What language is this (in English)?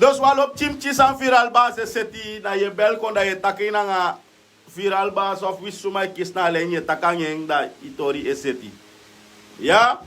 Sranan Tongo